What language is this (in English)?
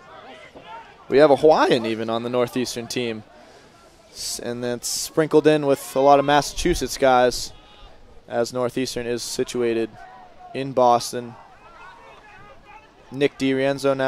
English